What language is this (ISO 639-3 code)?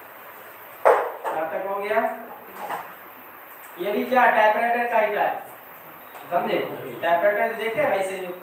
hin